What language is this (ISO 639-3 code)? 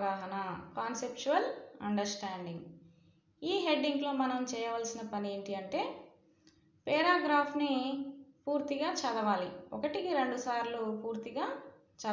tel